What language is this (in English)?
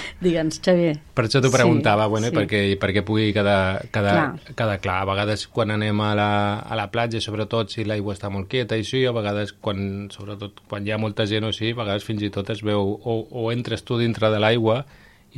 Catalan